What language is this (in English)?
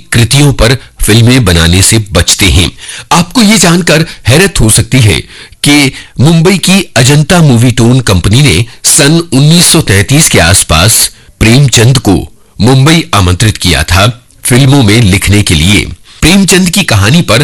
Hindi